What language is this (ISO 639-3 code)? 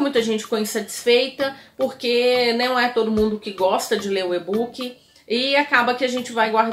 por